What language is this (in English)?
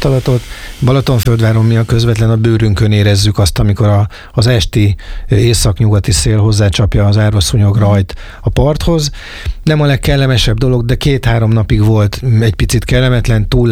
Hungarian